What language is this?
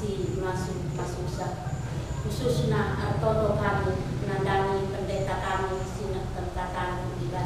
Batak Karo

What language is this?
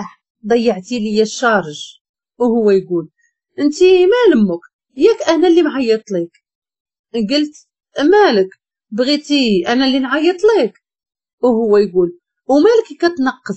Moroccan Arabic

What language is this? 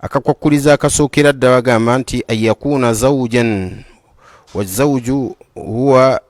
Ganda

